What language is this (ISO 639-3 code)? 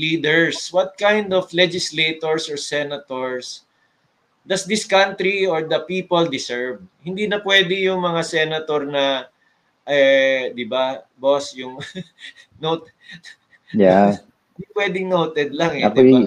fil